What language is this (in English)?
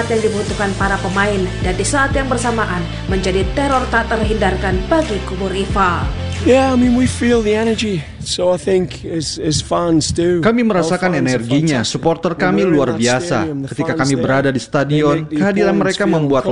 Indonesian